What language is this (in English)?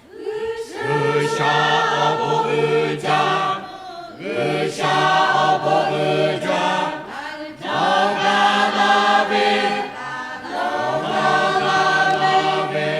Lahu